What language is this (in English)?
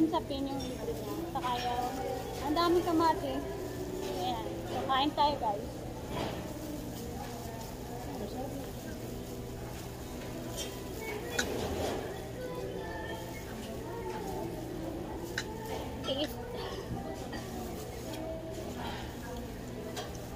Filipino